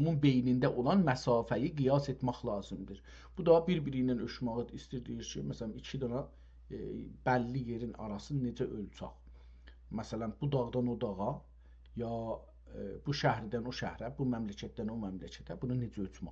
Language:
South Azerbaijani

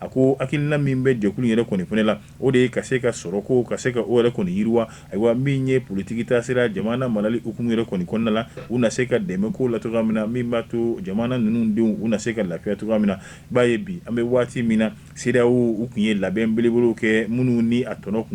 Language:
Bambara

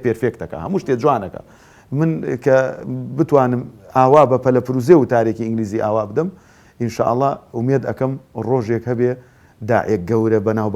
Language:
Central Kurdish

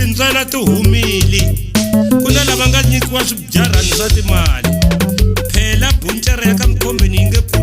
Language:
Tsonga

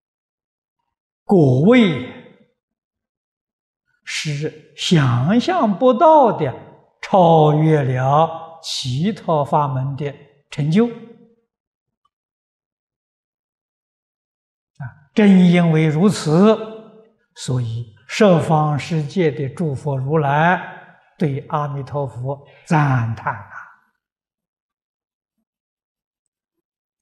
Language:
Chinese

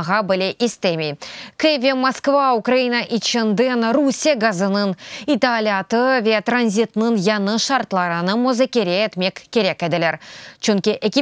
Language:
Crimean Tatar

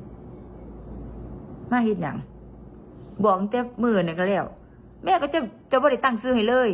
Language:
Northeastern Thai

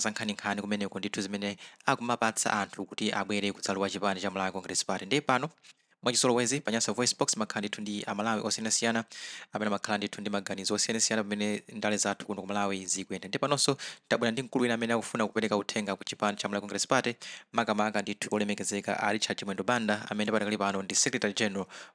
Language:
Nyanja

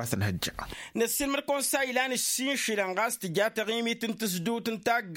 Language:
Tamasheq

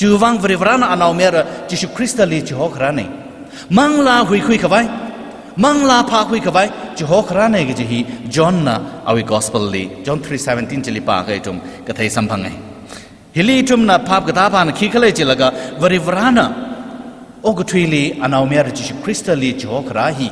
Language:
Tangkhul Naga (India)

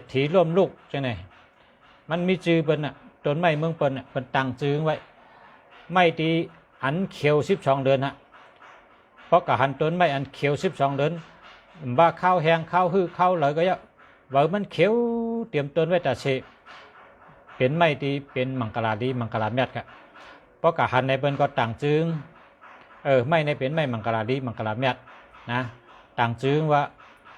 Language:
Shan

